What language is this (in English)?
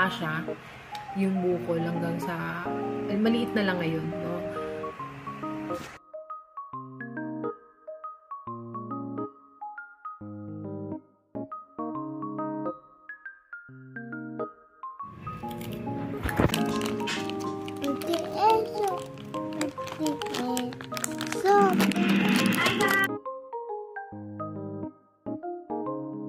Filipino